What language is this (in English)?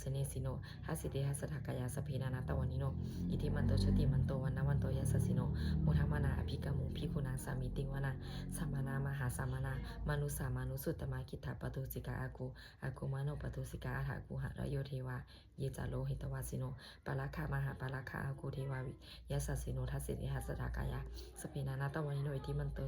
Pali